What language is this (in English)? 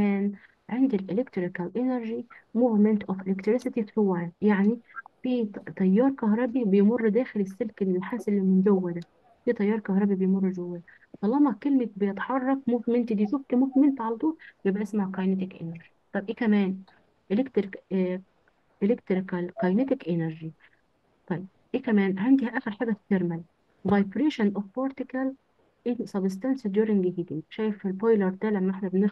Egyptian Arabic